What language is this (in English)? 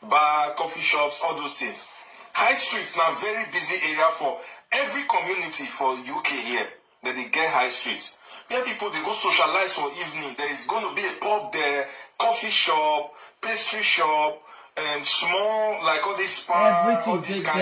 Nigerian Pidgin